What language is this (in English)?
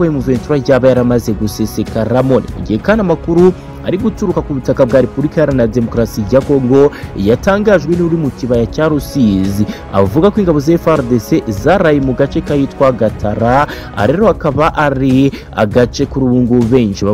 Kinyarwanda